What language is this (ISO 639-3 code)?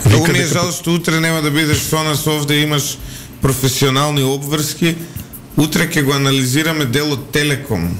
mkd